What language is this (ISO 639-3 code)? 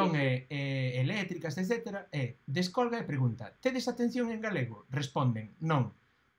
glg